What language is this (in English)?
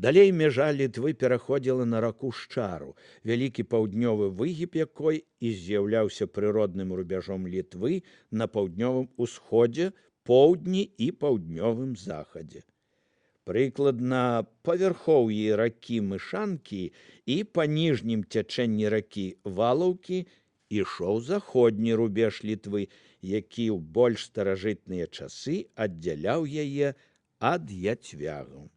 Belarusian